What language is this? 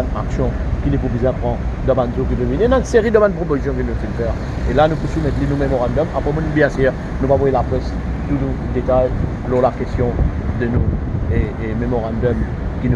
Morisyen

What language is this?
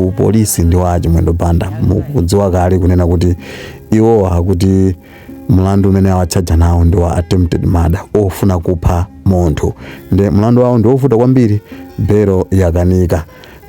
Nyanja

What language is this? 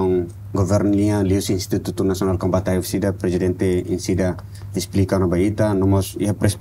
Tetum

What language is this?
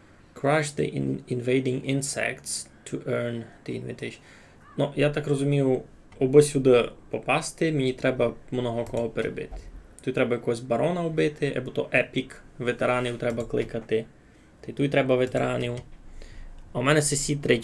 Rusyn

